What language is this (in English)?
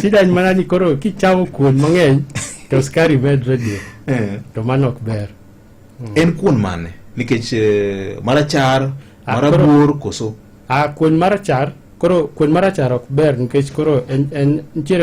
Luo (Kenya and Tanzania)